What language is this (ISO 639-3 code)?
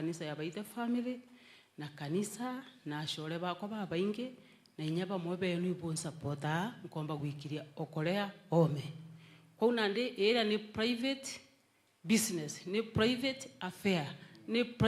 mer